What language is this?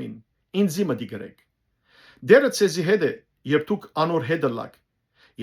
Western Armenian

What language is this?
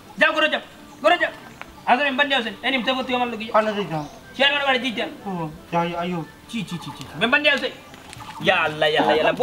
Sylheti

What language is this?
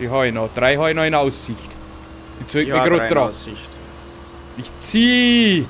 Bavarian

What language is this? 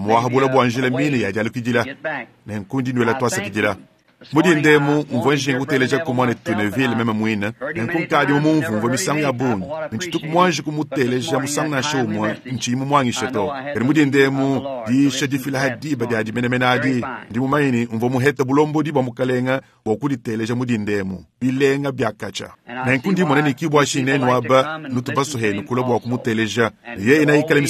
Luba-Lulua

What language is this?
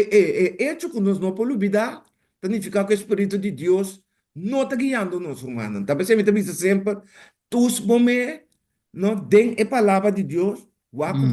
Papiamento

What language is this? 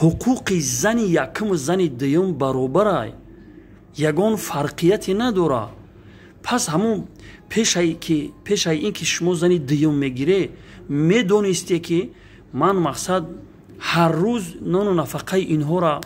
Tajik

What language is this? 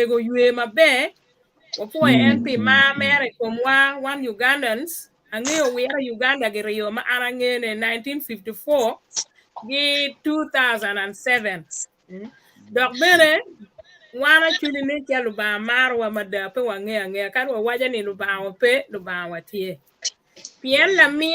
Acoli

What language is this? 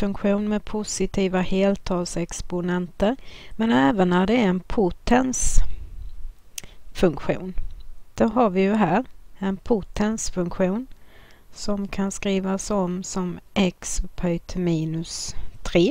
Swedish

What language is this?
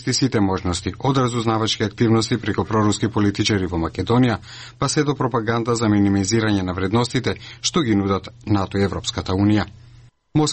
Macedonian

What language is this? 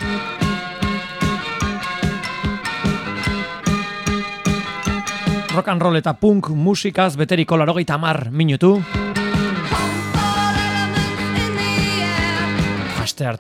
Basque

